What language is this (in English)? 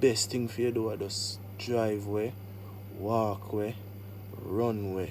Jamaican Creole English